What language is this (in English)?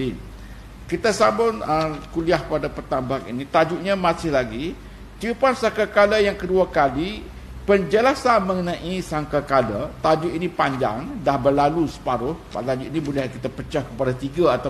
Malay